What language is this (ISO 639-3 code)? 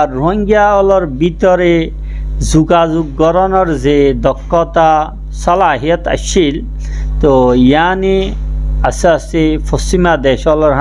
rhg